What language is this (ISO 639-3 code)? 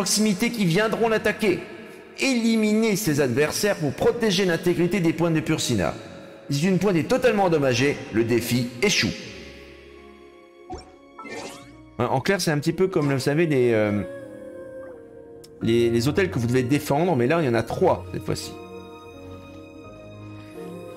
fra